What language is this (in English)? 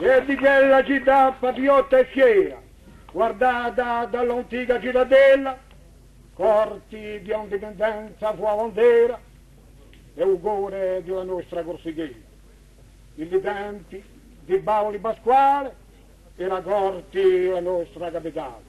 Corsican